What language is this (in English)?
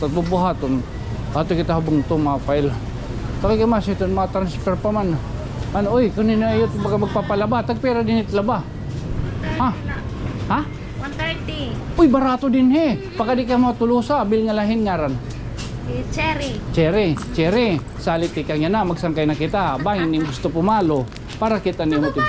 Waray